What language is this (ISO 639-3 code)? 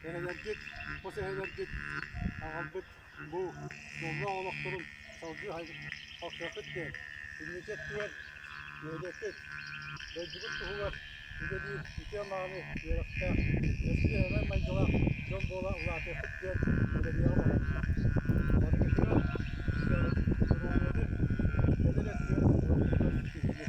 sah